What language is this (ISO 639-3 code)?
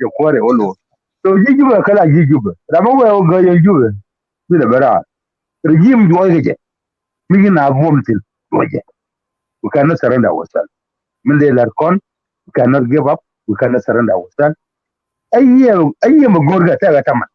nus